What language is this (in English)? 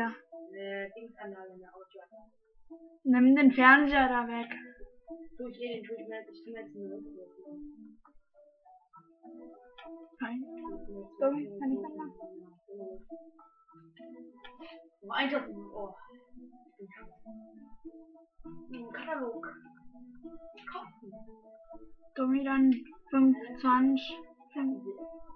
German